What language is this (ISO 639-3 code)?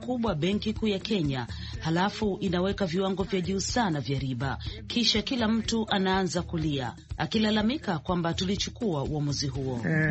swa